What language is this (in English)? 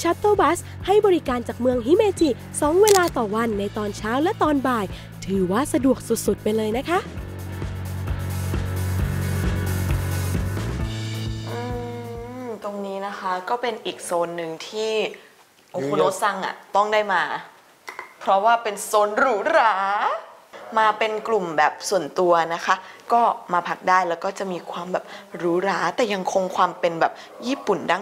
Thai